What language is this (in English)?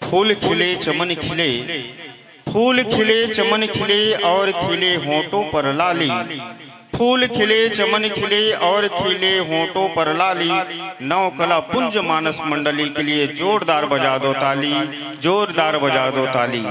Chhattisgarhi